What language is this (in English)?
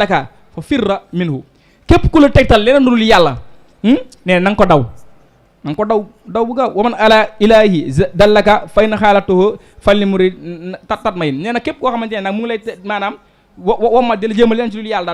Wolof